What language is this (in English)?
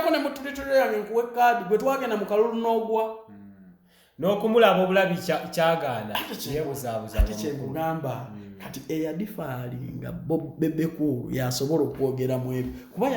Ganda